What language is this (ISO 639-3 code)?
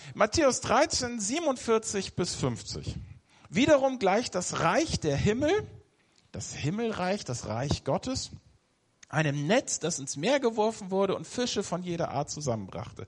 deu